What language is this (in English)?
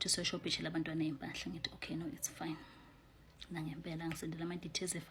Zulu